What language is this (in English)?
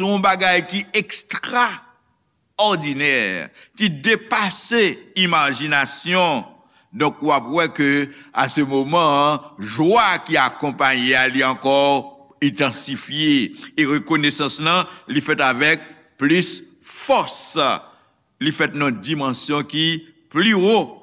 Haitian Creole